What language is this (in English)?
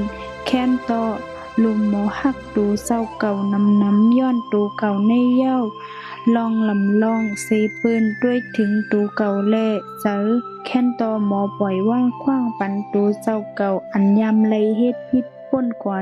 Shan